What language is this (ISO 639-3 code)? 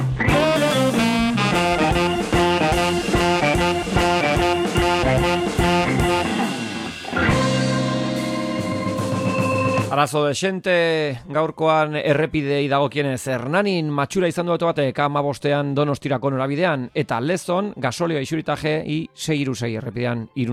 eus